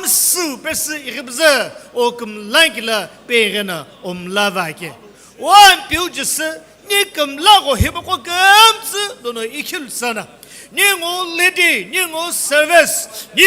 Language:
Sumi Naga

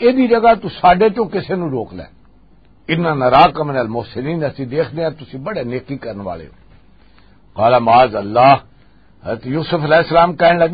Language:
Western Panjabi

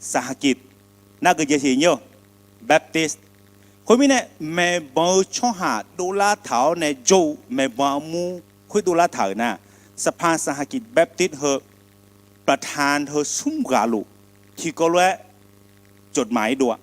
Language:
Akha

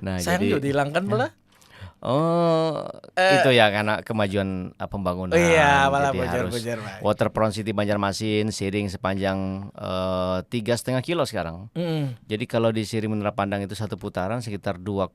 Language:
Banjar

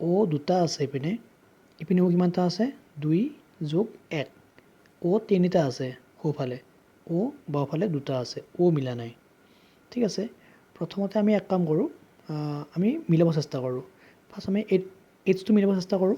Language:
Assamese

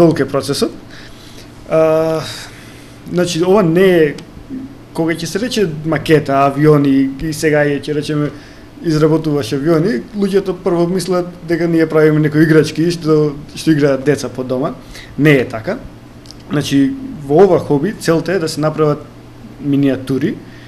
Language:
Macedonian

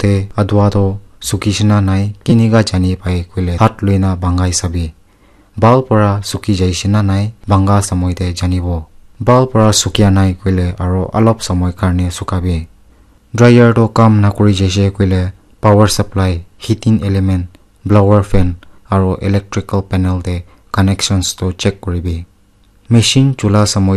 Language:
Naga Pidgin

